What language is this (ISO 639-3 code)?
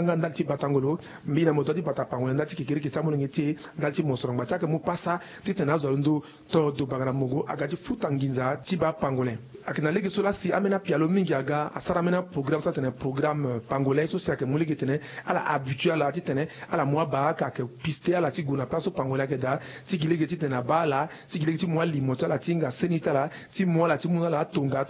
sag